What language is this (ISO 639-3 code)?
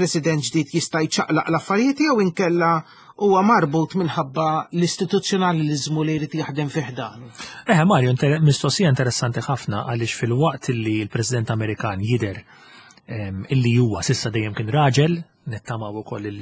mlt